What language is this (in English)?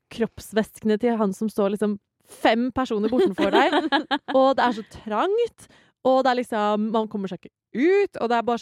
Norwegian